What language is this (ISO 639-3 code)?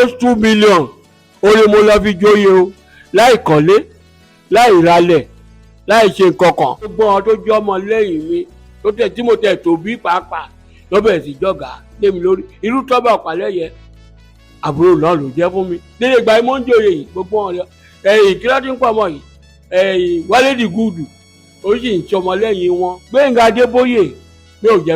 yor